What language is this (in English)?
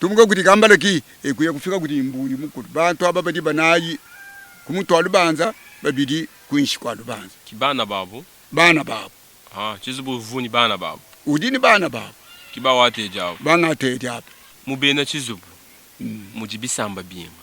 Luba-Lulua